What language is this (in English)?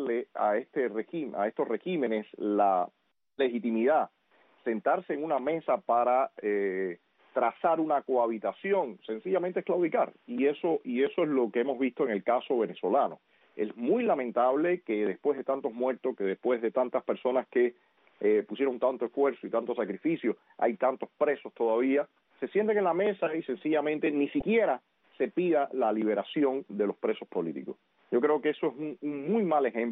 Spanish